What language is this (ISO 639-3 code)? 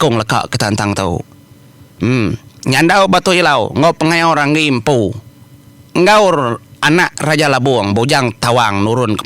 iba